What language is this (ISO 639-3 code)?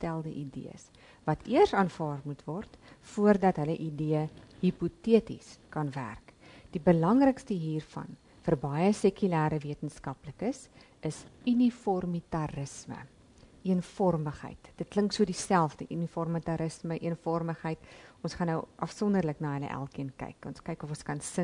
afr